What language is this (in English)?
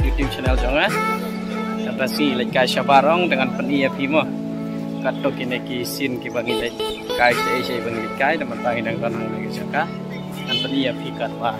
Khasi